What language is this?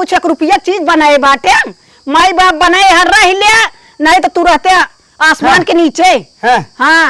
Awadhi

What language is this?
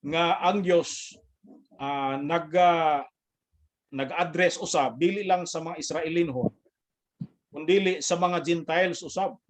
Cebuano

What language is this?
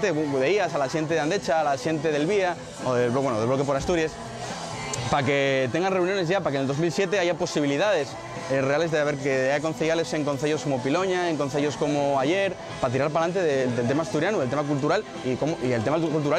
Asturian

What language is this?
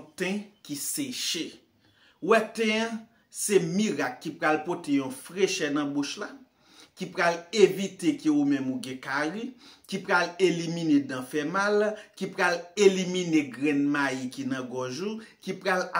Haitian Creole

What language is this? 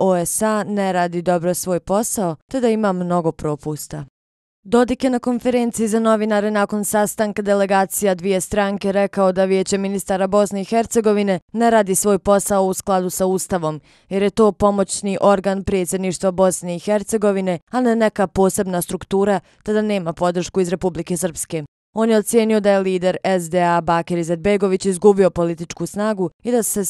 Bosnian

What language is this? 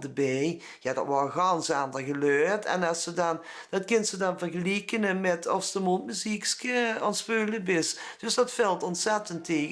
Limburgish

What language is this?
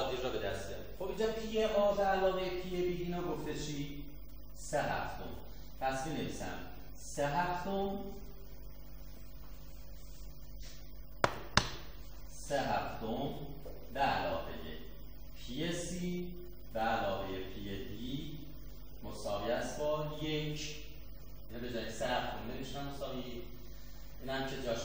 Persian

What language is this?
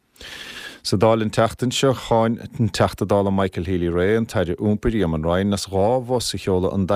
Irish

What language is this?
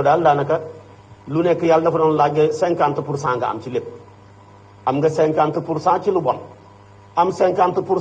Wolof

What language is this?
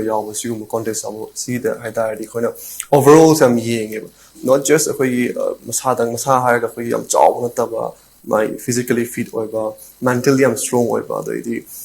Manipuri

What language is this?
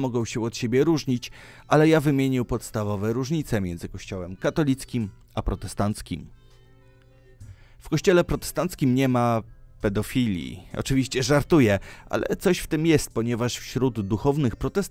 Polish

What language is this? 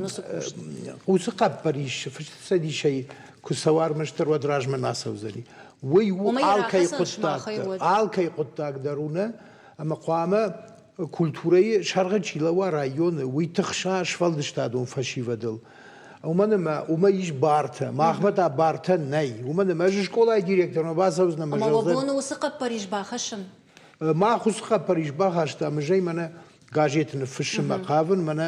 Ossetic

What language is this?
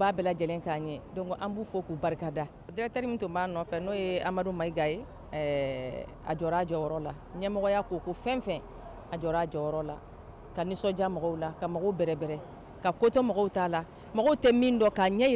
Bambara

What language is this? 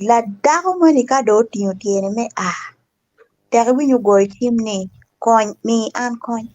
Acoli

